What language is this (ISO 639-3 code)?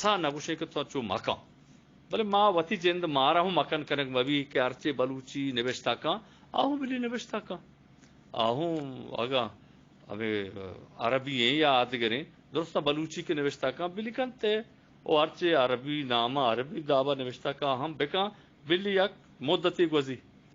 bgp